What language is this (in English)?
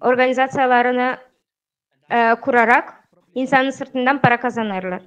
Gagauz